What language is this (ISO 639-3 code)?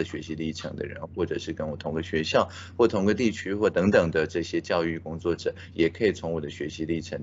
zho